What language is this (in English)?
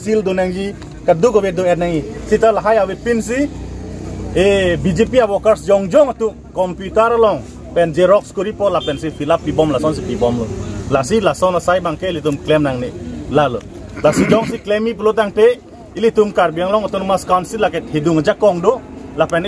Karbi